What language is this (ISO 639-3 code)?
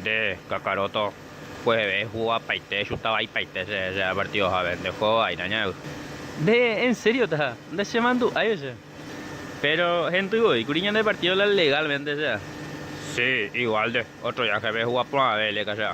grn